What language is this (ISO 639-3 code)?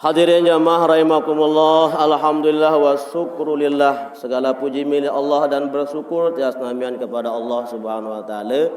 sas